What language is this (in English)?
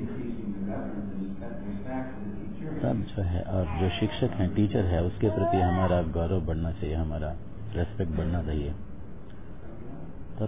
Hindi